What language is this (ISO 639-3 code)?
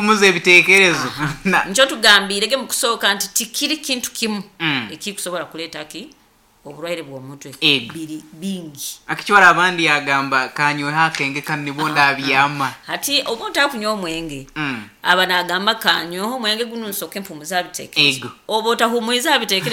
nyo